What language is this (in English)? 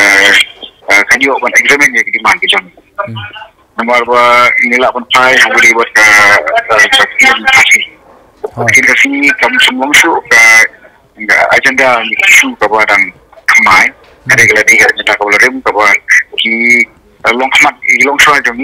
Khasi